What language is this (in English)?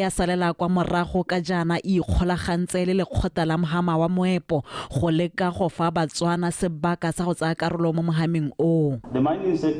Tswana